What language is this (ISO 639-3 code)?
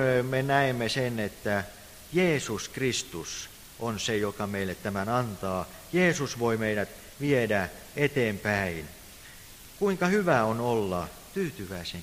fin